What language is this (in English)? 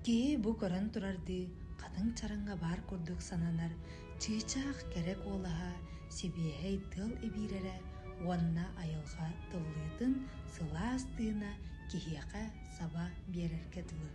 Yakut